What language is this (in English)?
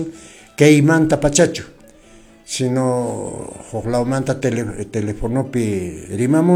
Quechua